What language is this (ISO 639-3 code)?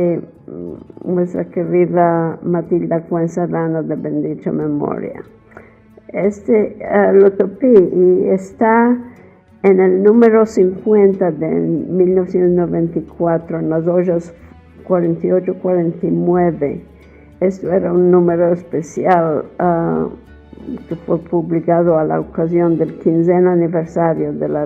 lad